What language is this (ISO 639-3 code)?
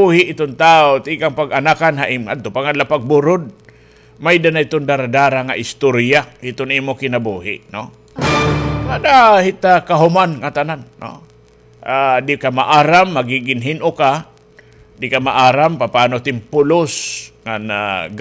war